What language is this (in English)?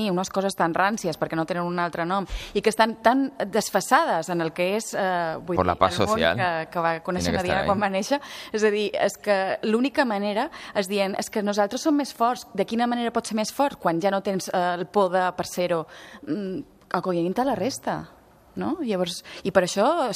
Catalan